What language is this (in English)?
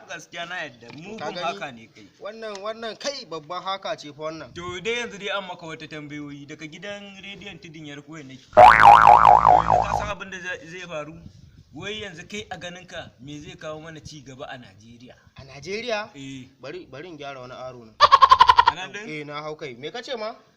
Hausa